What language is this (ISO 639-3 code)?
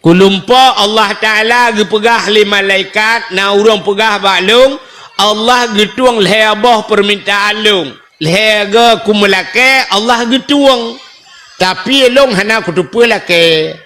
ace